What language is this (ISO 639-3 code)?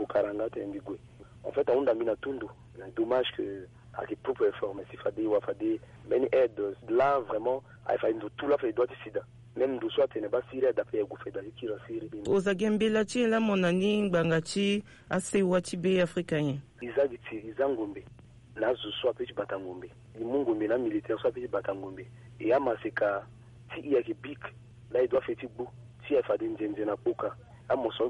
sag